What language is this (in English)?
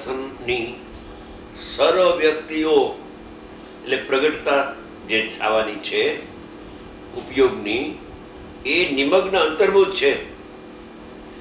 Gujarati